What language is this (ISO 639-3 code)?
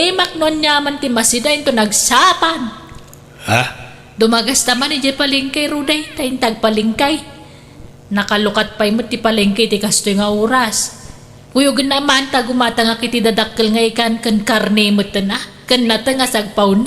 ilo